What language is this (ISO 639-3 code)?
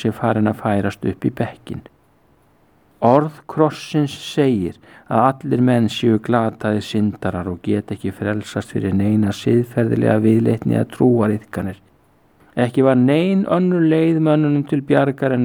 isl